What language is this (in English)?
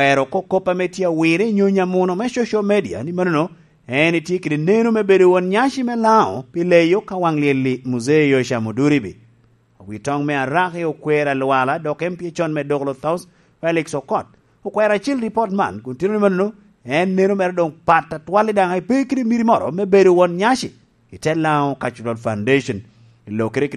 Lango (Uganda)